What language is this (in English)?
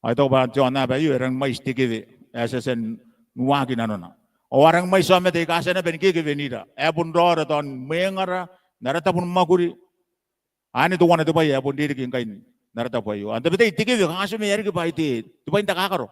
Gilbertese